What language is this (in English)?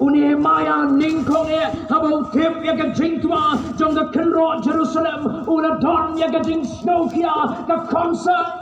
Khasi